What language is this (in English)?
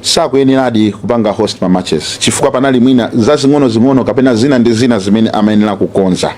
Nyanja